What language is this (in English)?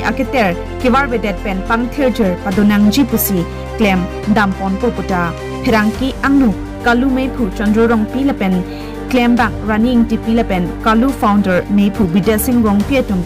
Karbi